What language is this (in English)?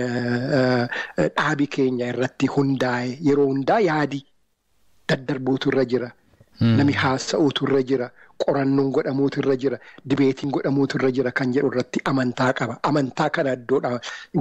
Oromo